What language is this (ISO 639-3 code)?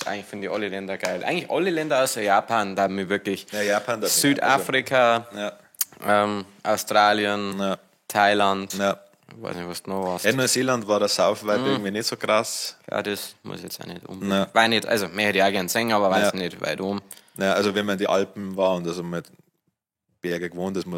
bar